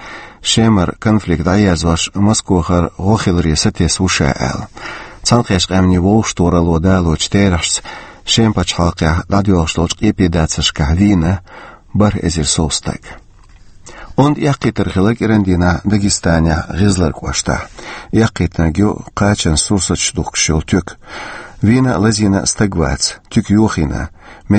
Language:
Chechen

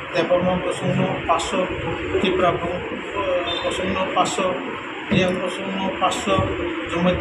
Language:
Riang (India)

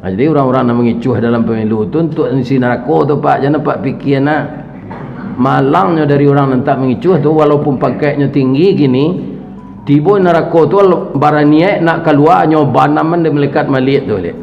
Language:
Minangkabau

